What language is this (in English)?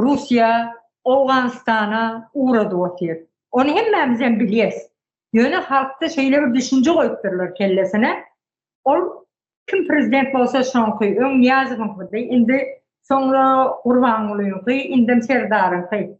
Turkmen